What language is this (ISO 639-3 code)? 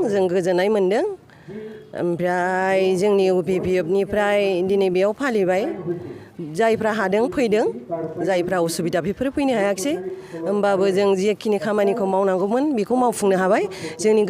brx